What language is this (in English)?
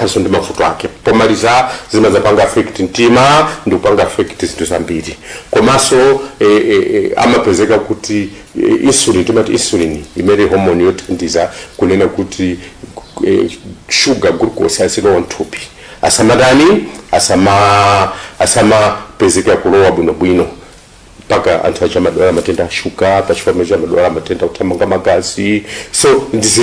Nyanja